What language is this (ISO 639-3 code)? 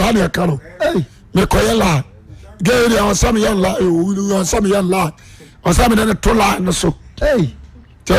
aka